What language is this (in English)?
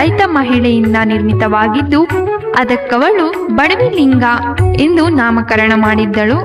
Kannada